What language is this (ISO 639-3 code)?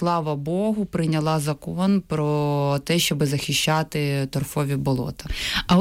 ukr